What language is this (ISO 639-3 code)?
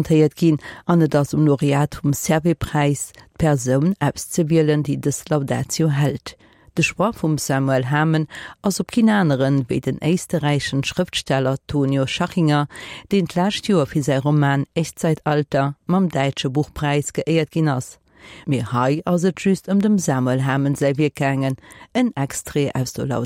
ltz